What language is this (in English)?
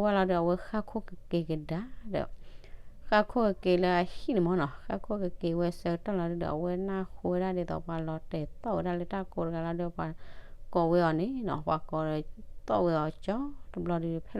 S'gaw Karen